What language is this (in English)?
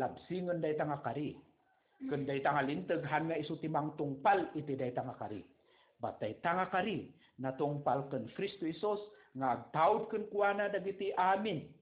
Iloko